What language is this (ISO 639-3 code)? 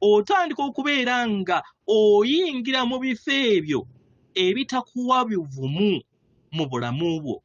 lug